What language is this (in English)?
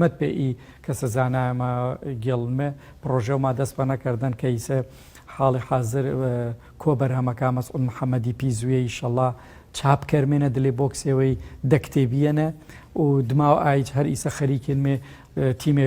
Gurani